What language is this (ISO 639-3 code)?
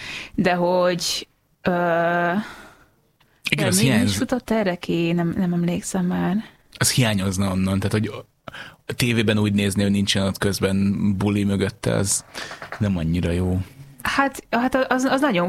hun